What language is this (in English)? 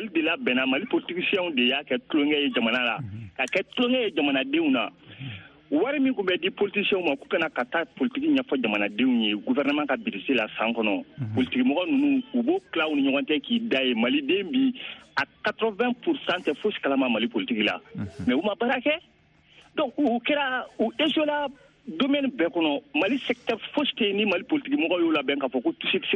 Bambara